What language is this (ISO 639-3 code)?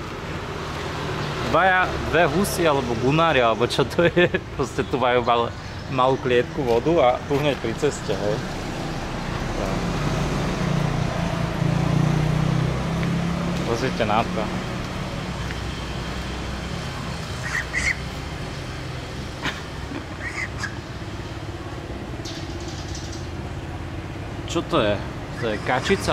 slk